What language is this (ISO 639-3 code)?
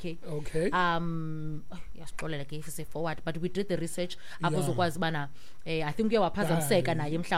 xho